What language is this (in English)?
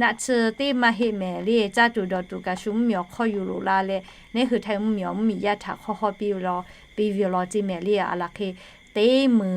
Lahu